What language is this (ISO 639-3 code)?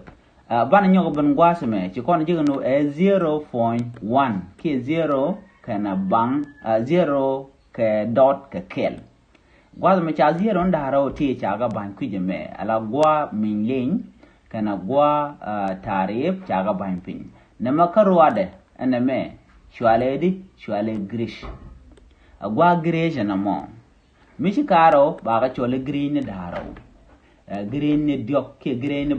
nus